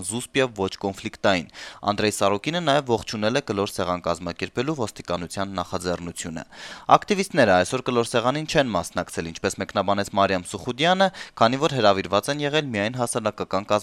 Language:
Armenian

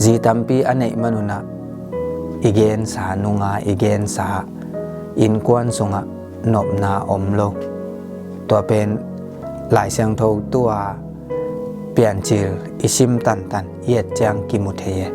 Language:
Tedim Chin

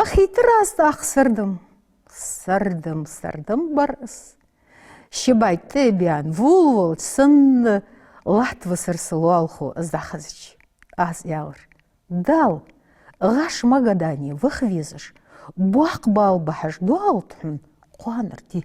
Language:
Ingush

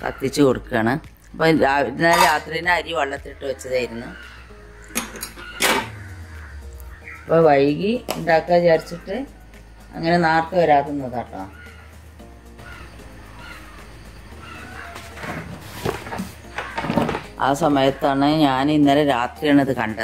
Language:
Malayalam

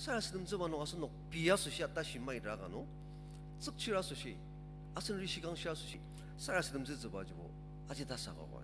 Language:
Ao Naga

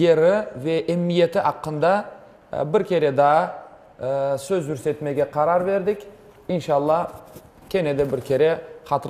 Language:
Crimean Tatar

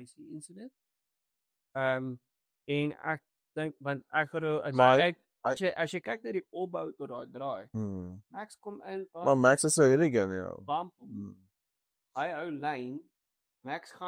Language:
Afrikaans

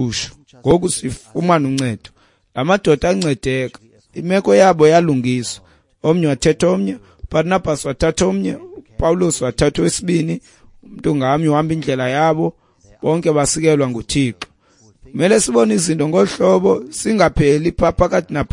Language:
Xhosa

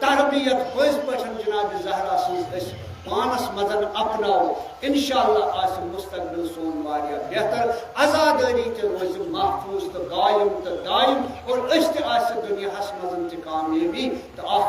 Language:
Kashmiri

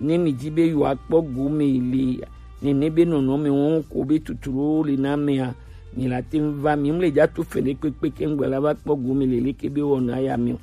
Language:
Gen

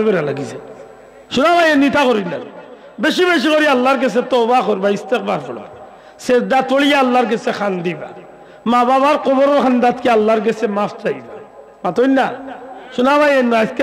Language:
Sylheti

